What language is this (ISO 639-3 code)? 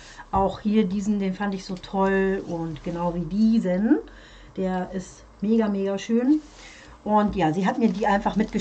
deu